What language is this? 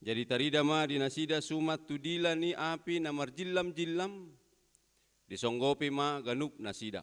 Batak Toba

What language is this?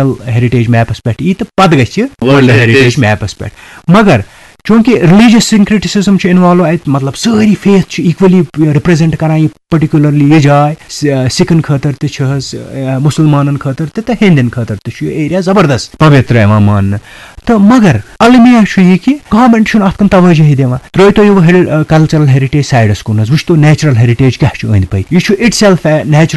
Kashmiri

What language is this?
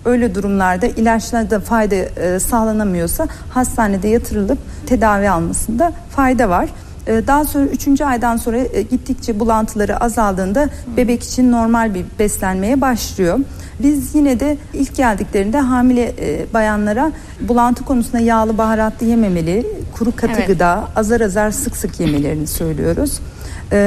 Turkish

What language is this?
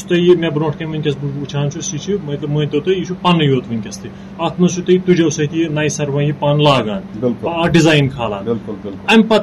Kashmiri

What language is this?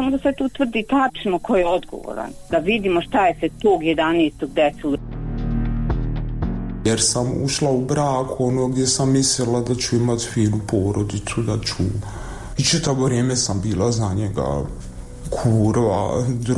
Bosnian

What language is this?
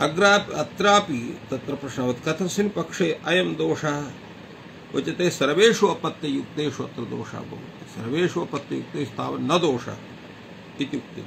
Sanskrit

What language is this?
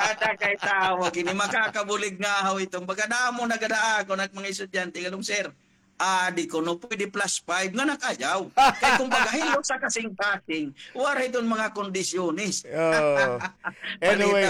Waray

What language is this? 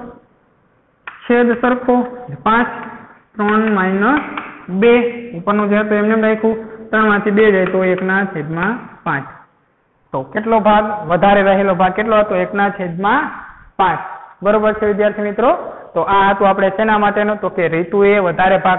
Gujarati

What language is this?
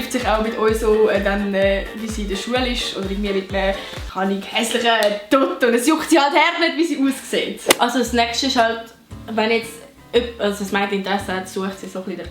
Swiss German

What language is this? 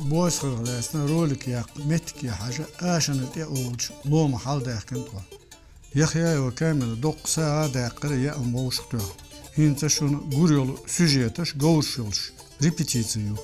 Chechen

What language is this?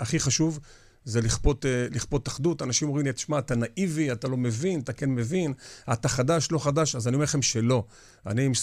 Hebrew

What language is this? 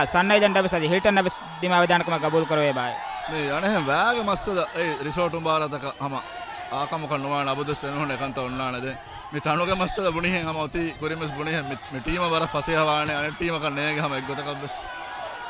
Divehi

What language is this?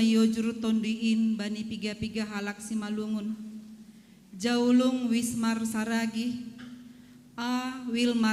Batak Simalungun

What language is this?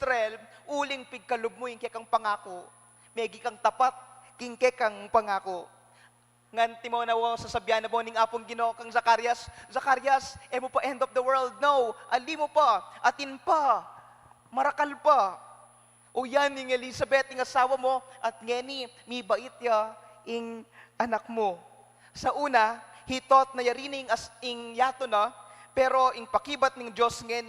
Pampanga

